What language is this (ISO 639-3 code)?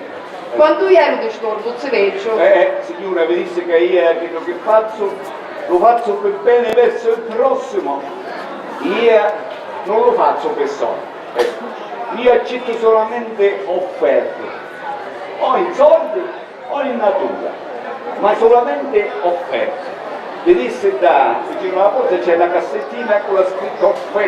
scn